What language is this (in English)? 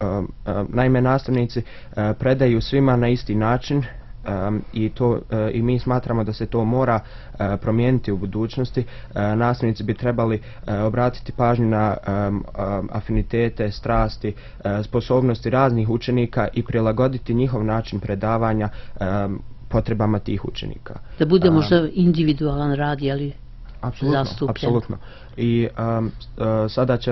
Croatian